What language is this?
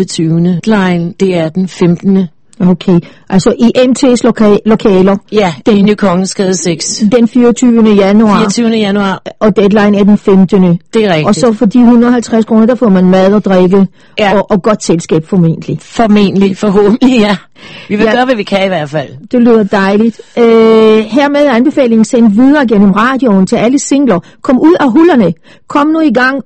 Danish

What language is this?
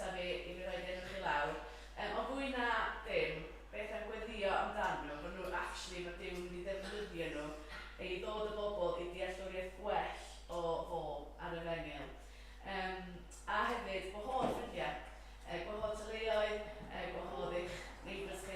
Welsh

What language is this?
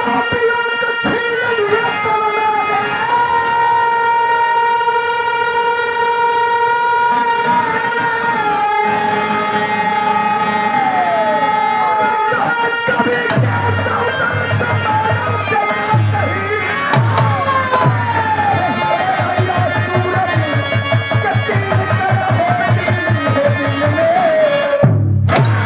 Bhojpuri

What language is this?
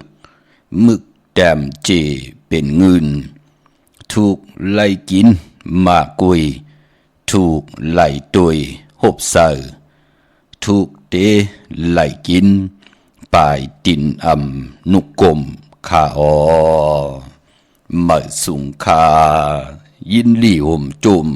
Shan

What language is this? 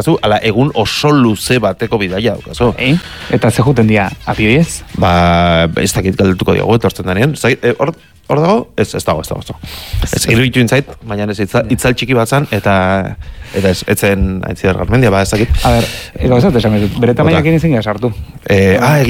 Basque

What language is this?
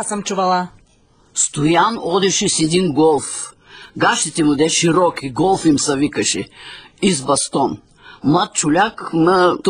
Bulgarian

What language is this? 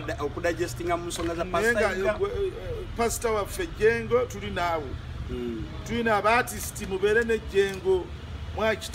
Ganda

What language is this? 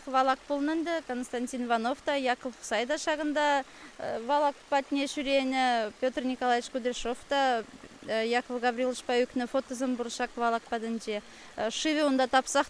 Chuvash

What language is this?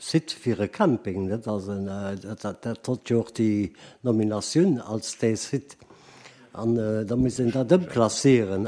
Luxembourgish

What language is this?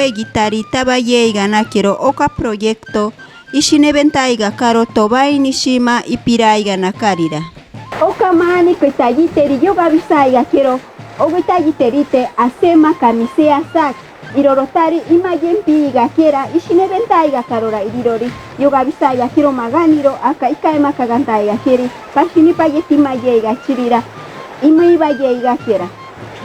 Machiguenga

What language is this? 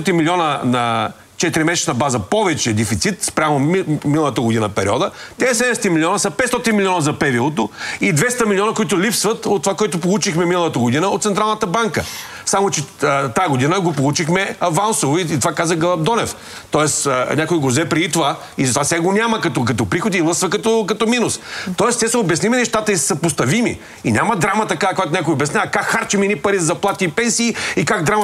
Bulgarian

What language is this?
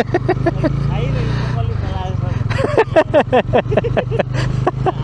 Nepali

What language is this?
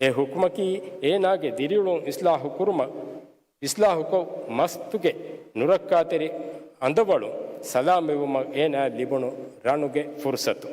Divehi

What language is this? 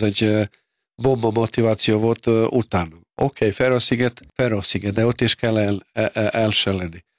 Hungarian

